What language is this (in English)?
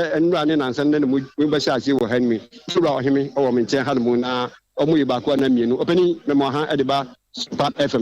Akan